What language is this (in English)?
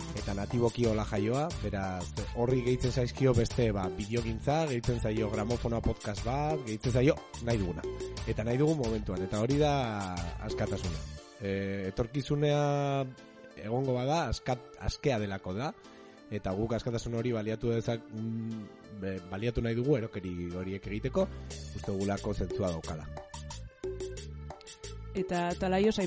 Basque